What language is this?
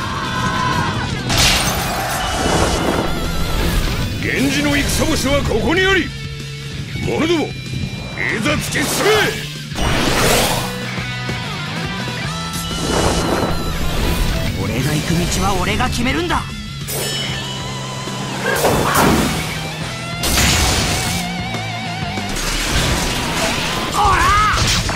Japanese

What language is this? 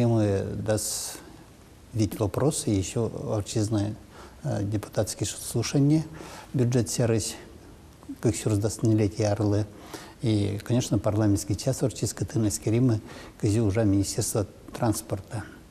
Udmurt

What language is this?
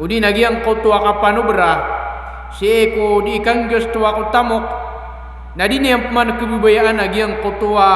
Maranao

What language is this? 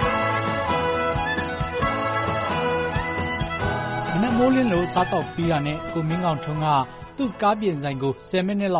Burmese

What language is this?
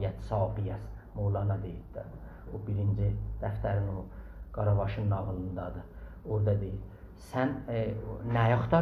South Azerbaijani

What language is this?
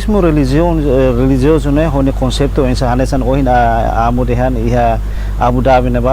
Tetum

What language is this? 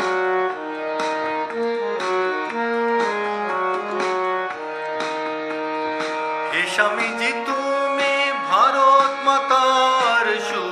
Bangla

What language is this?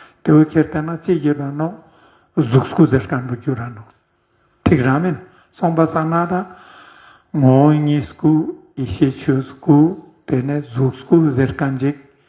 Ladakhi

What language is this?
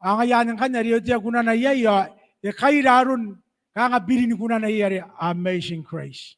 Gilbertese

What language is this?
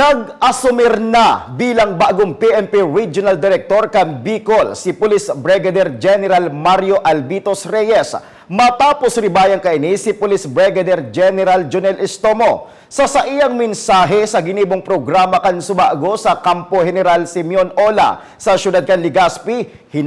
Bikol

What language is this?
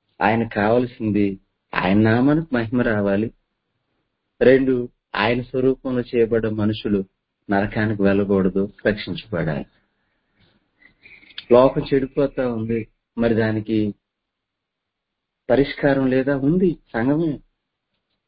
Telugu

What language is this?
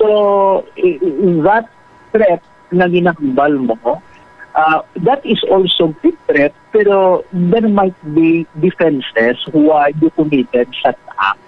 Hiligaynon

